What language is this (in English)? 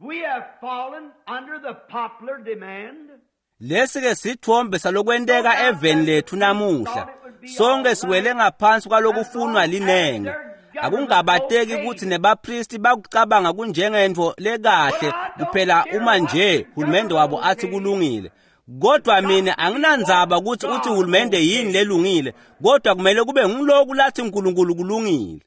Swati